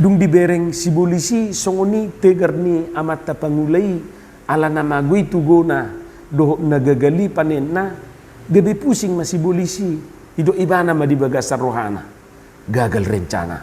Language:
Batak Toba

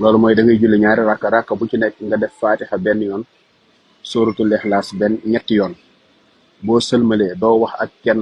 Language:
Wolof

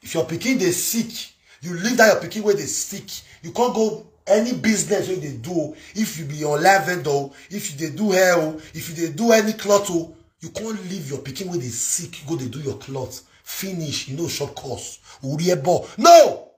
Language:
Nigerian Pidgin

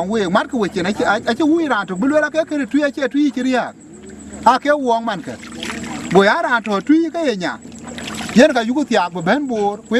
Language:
Dinka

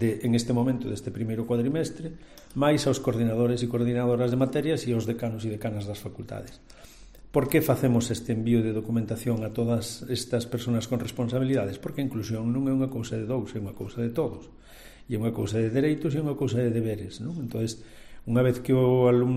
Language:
Galician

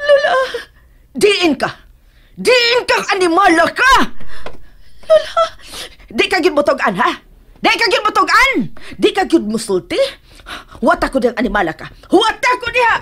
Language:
Cebuano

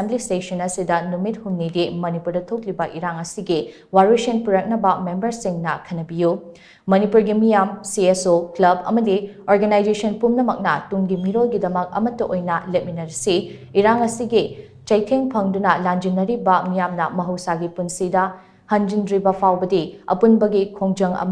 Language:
Manipuri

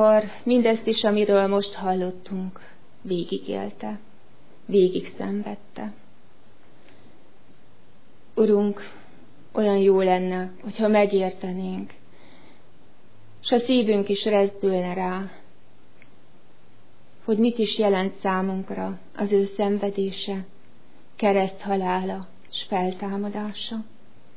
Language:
Hungarian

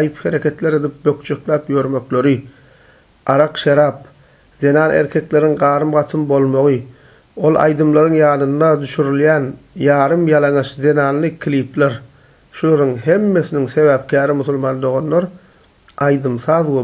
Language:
Turkmen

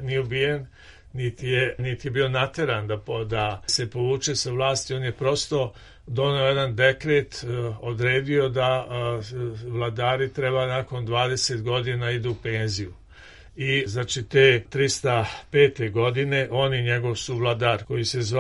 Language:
Serbian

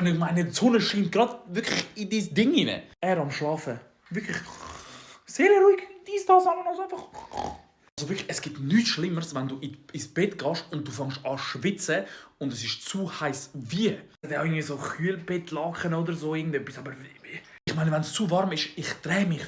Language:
Swiss German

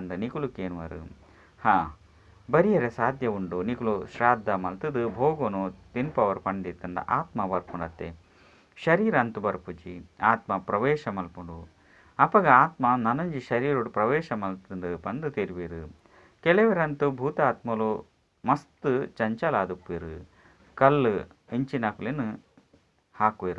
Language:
Tulu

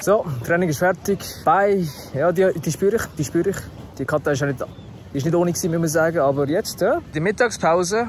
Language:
Swiss German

